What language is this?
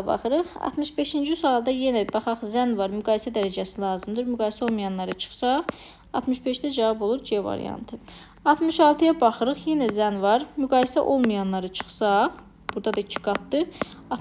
Azerbaijani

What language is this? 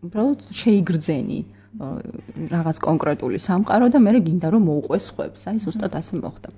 Georgian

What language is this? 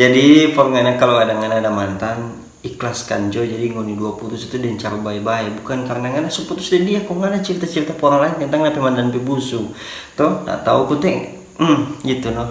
Manado Malay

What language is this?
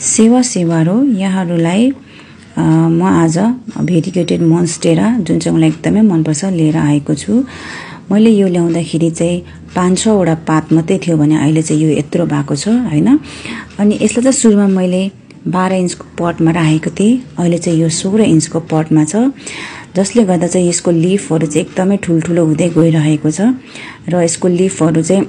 Nepali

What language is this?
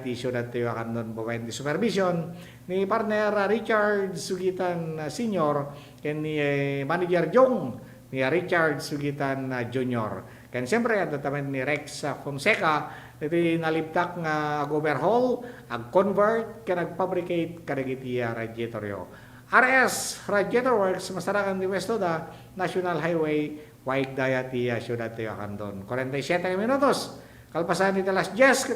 Iloko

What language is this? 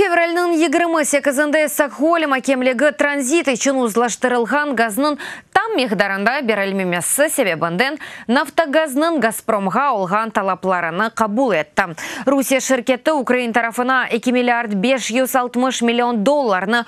Crimean Tatar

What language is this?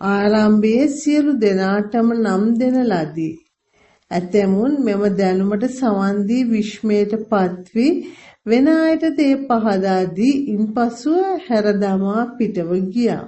Sinhala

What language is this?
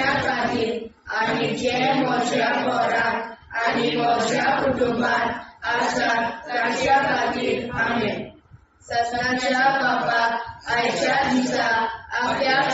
Konkani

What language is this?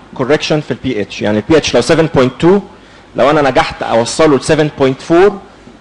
Egyptian Arabic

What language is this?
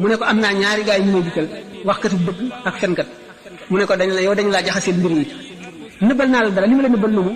Wolof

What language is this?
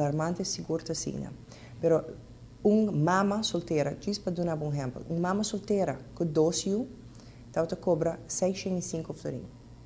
Papiamento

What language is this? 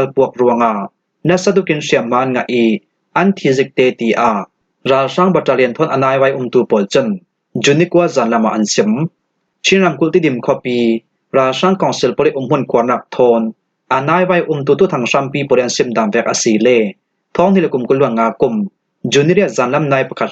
Falam Chin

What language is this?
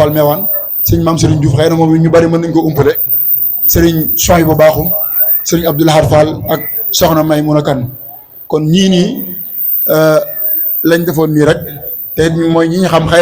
Wolof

